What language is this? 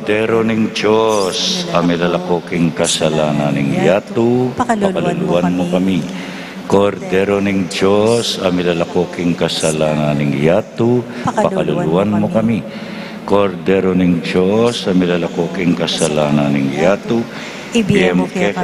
Pampanga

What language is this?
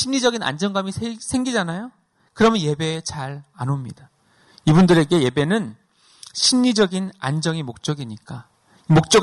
Korean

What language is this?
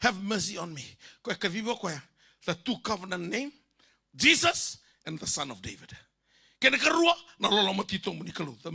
Fijian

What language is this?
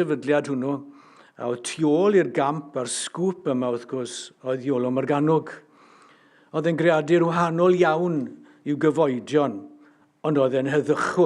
Welsh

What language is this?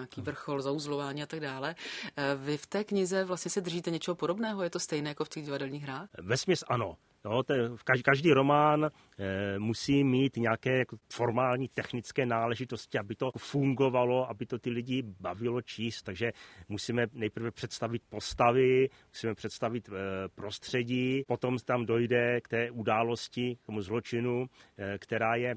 Czech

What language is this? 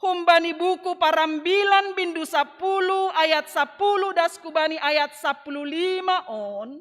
Batak Simalungun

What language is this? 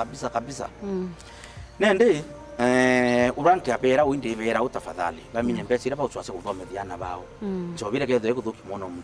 Meru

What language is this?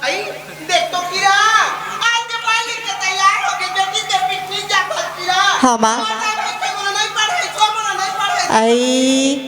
Chhattisgarhi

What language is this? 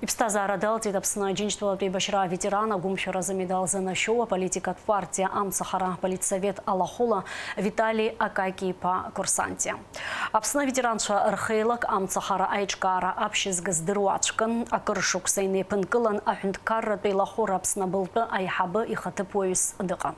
Abkhazian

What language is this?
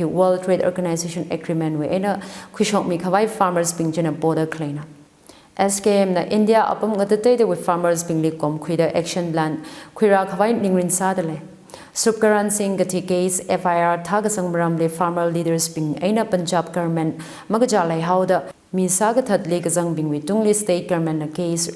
Tangkhul Naga (India)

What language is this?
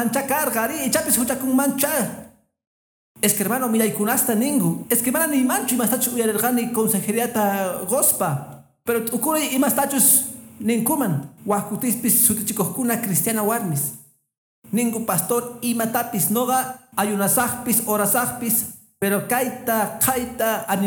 Quechua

